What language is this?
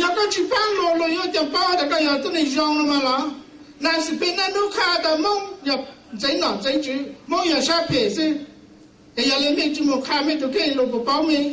Hmong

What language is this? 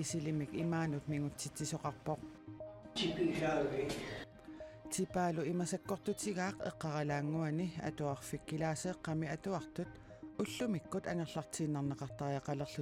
Kalaallisut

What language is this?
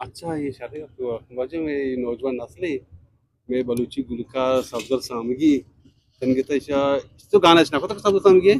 Eastern Balochi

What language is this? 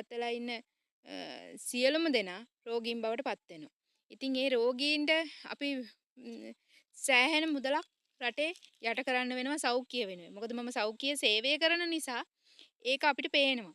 Sinhala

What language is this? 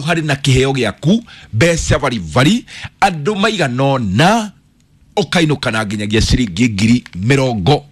Kikuyu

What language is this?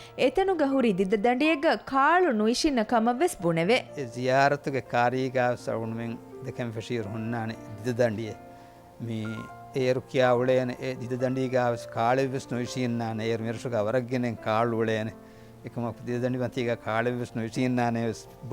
Divehi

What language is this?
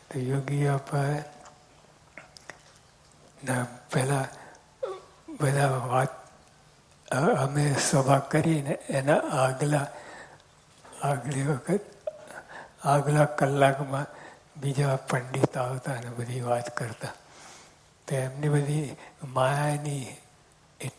Gujarati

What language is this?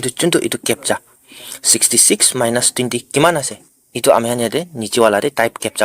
Naga Pidgin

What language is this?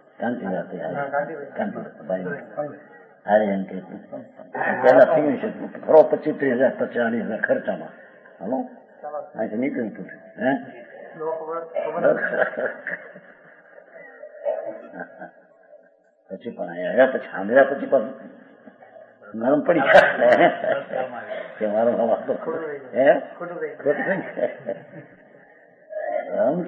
Gujarati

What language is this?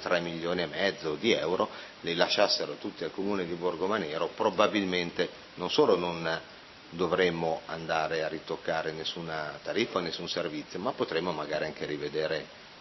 Italian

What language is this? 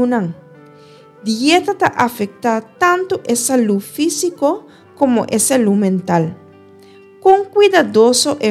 Papiamento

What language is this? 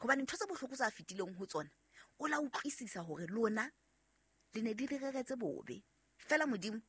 Southern Sotho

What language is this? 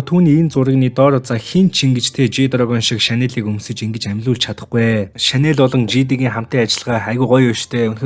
Mongolian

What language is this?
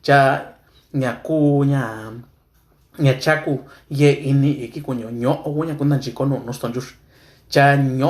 Mixtepec Mixtec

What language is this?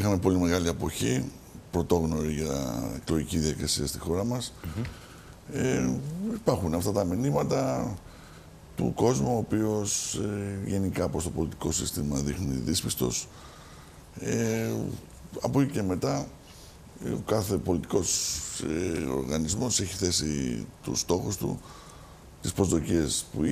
Greek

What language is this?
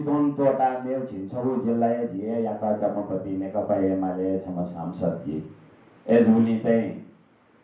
Newari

